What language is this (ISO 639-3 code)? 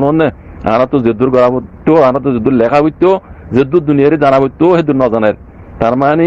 rhg